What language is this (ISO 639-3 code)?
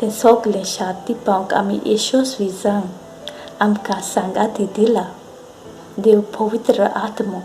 kok